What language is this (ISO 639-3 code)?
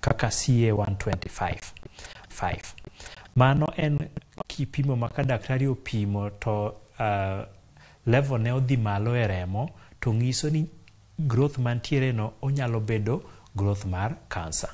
luo